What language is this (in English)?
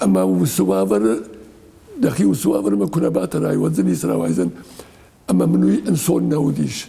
Ossetic